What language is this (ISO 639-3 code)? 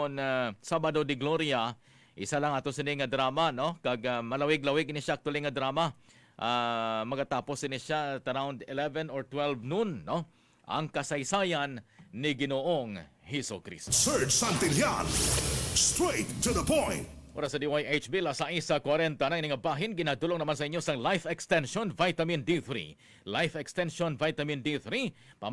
hil